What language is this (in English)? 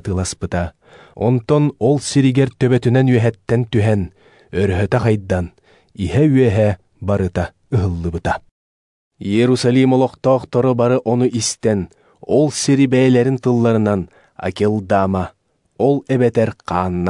Yakut